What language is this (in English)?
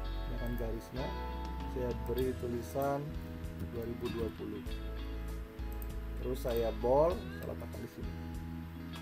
Indonesian